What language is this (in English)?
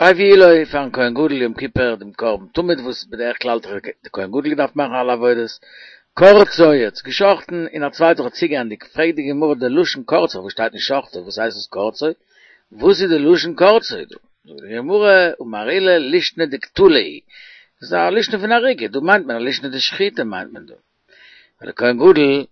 Yiddish